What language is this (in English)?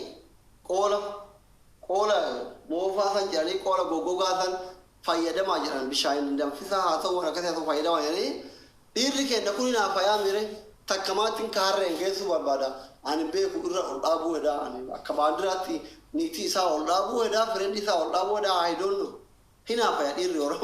Oromo